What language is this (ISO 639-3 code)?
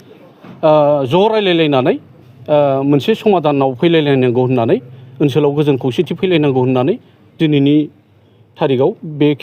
brx